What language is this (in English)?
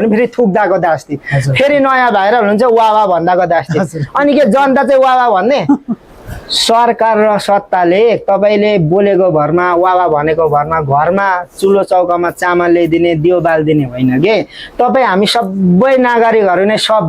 Nepali